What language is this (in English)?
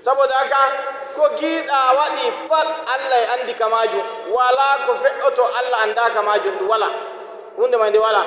Nigerian Fulfulde